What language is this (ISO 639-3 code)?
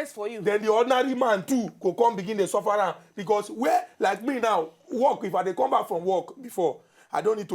pcm